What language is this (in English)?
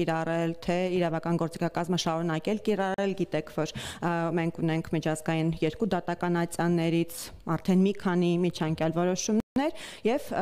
Armenian